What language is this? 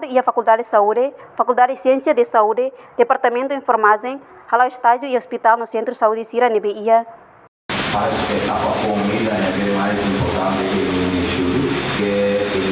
Tetum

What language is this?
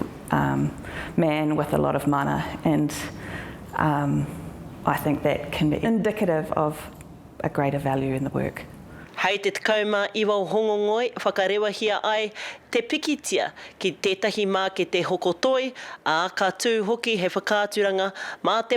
Māori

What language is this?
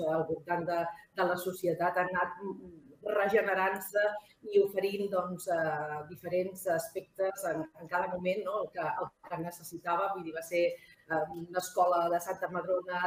Catalan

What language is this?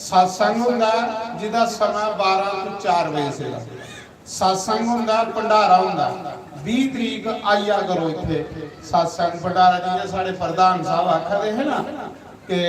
Dogri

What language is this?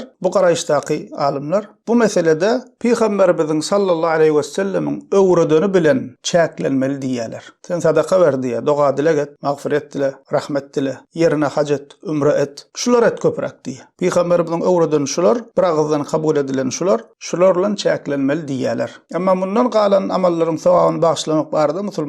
Turkmen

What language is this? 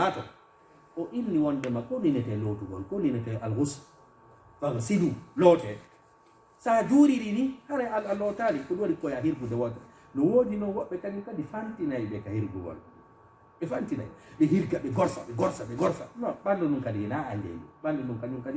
Fula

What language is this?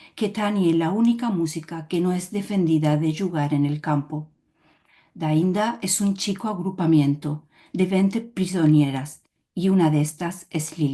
Ladino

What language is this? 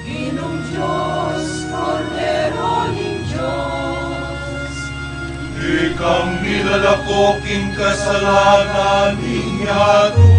Pampanga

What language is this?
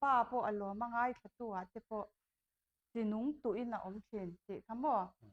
Mizo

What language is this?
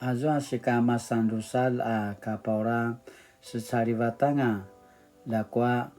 Paiwan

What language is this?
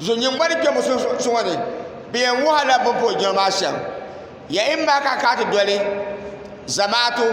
Dagbani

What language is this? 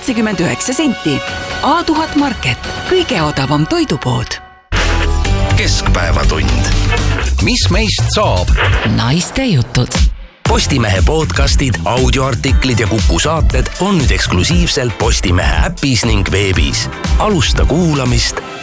Estonian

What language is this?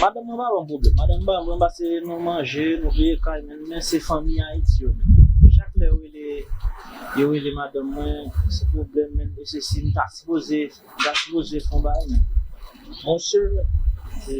Haitian Creole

